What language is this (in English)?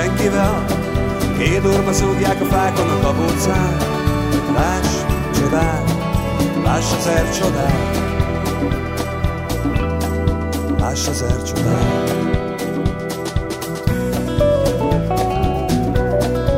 Hungarian